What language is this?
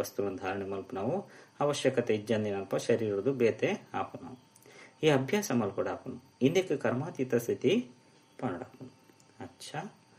Tulu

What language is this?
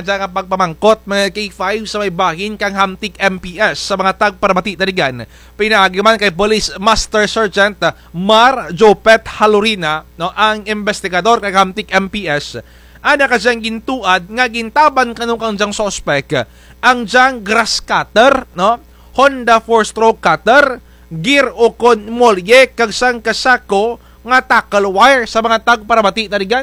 Kinaray-a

